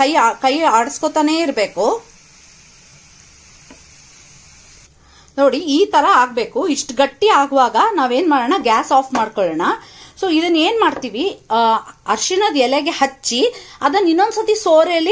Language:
Kannada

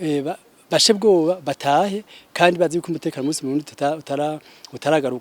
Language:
Rundi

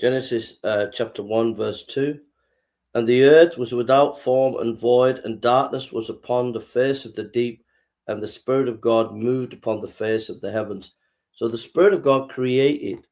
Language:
English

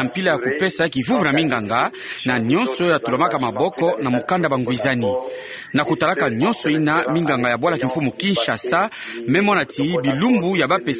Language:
Kituba (Democratic Republic of Congo)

